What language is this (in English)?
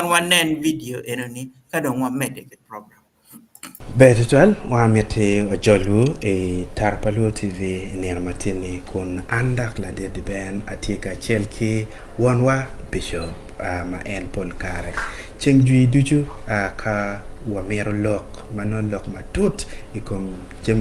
Acoli